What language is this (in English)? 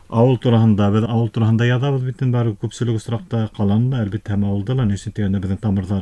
Bashkir